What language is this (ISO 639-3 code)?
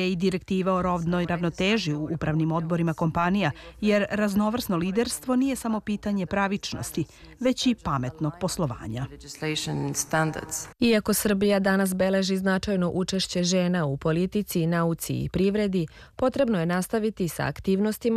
srp